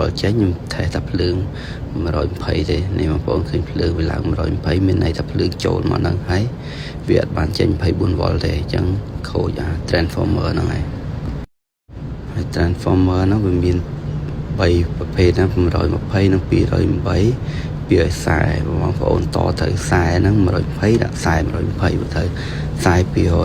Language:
Khmer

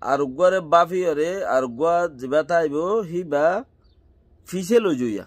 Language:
Rohingya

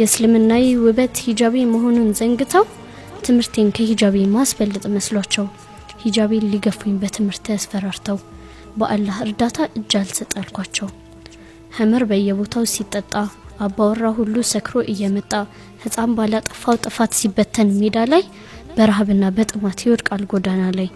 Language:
Amharic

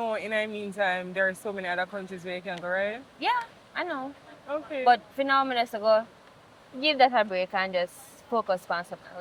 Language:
Jamaican Creole English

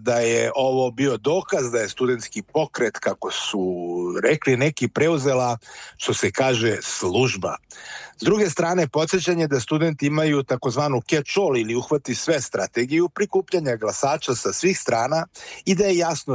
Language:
Serbian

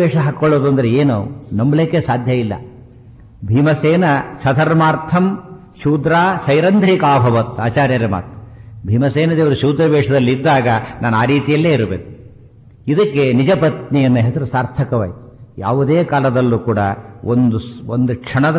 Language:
Kannada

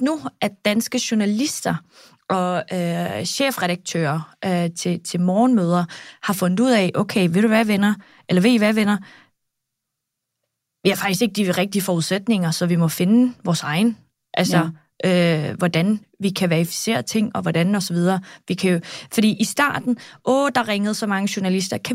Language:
Danish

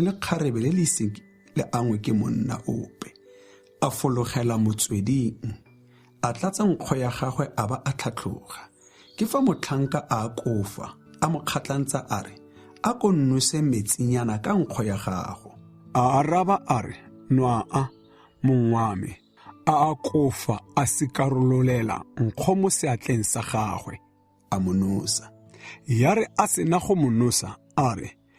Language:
Tswana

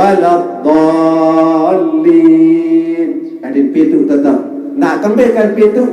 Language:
Sasak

